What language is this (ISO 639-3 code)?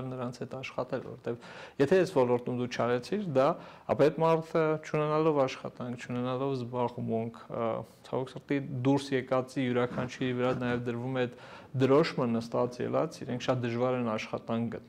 hye